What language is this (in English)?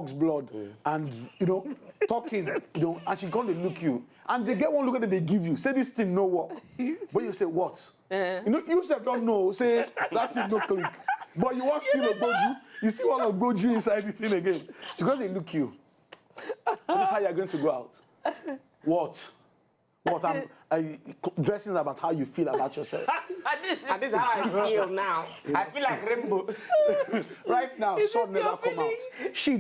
Nigerian Pidgin